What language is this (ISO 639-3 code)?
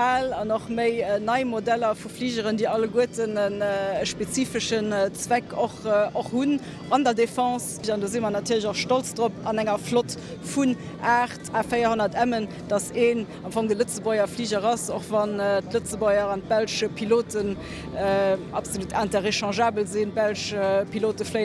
ltz